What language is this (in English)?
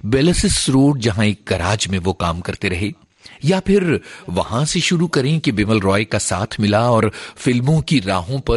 Hindi